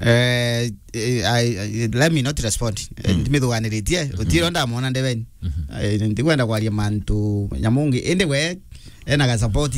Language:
Meru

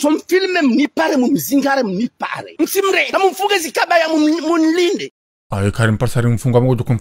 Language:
Ngazidja Comorian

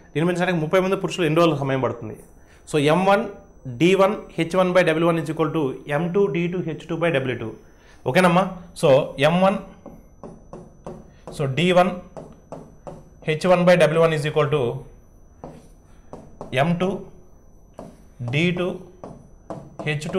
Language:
Telugu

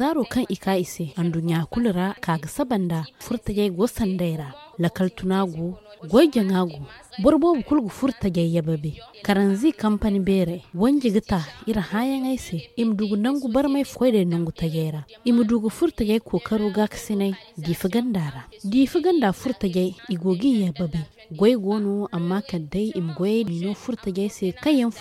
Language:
Zarma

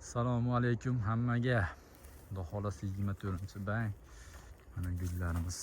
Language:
Uzbek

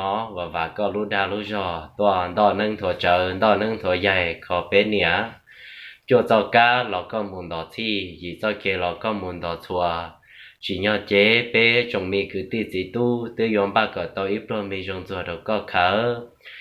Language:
Hmong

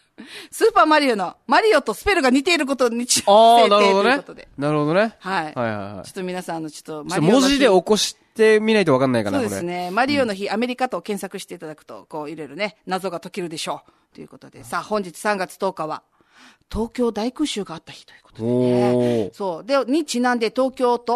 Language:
Japanese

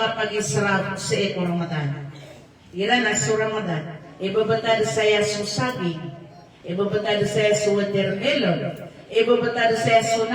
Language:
Maranao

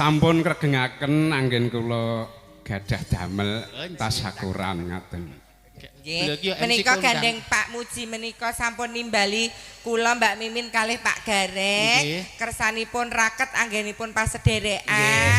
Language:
Javanese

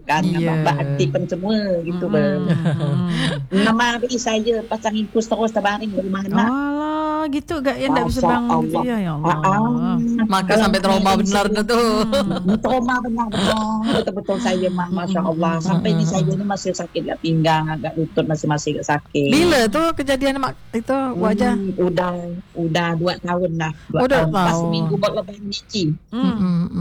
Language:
Malay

